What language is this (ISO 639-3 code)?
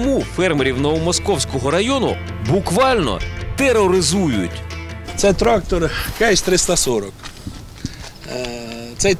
ukr